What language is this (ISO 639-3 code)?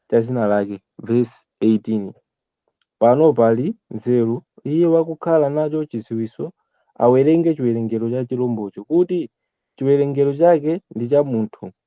nya